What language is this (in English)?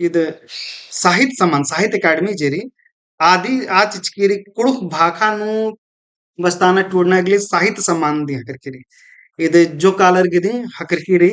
Kurukh